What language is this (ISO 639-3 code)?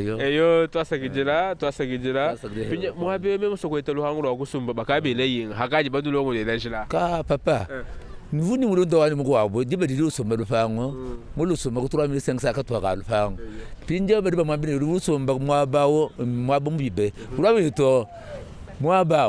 lua